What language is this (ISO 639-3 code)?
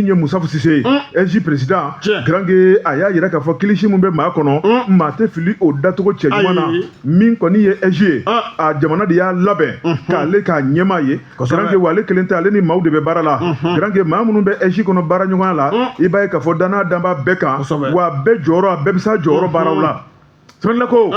bam